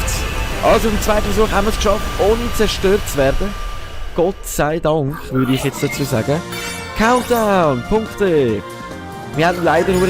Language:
Swiss German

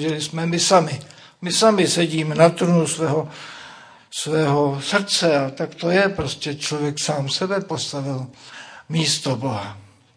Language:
Czech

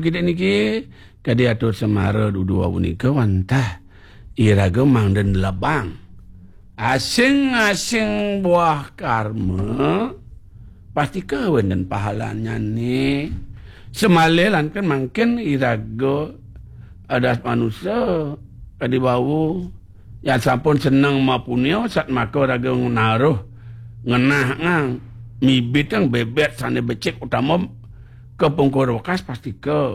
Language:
Balinese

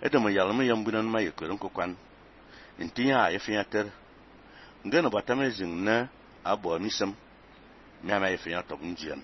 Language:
Fang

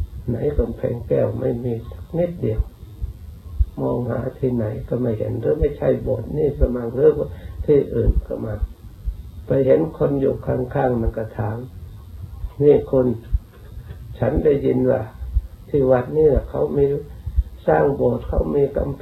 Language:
Thai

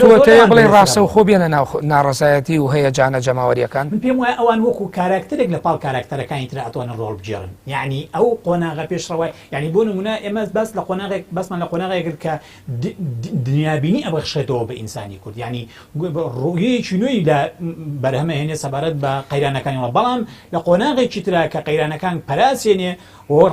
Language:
Central Kurdish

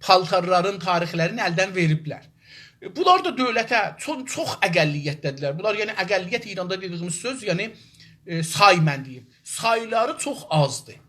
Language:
South Azerbaijani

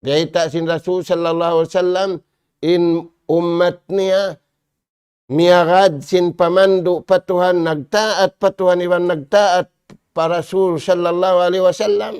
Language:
Tausug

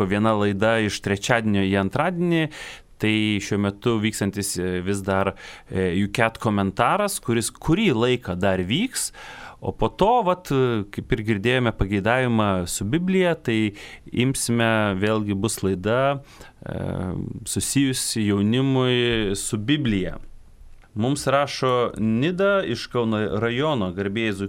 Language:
Lithuanian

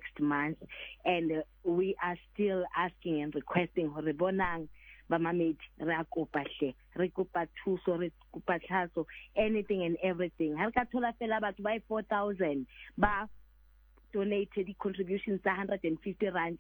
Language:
Southern Sotho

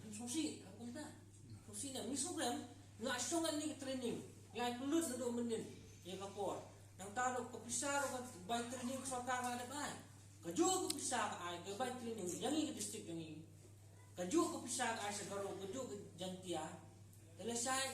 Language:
Khasi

